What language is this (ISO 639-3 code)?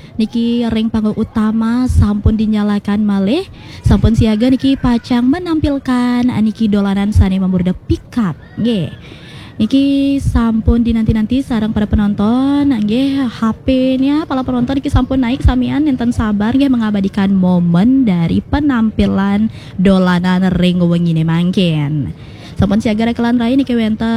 ban